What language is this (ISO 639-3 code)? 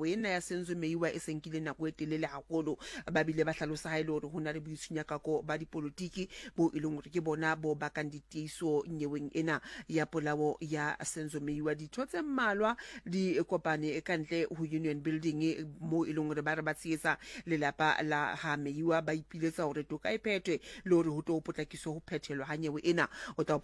sot